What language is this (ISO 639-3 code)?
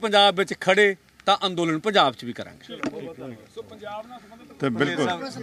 pan